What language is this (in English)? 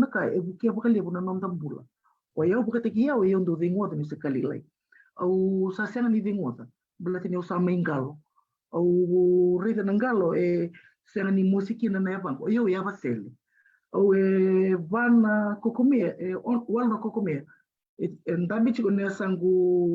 Fijian